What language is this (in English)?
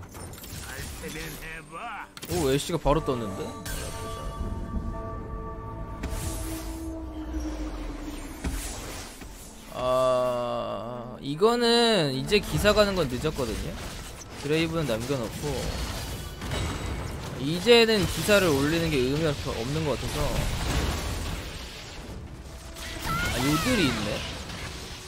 Korean